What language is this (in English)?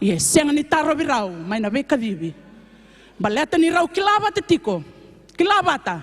Fijian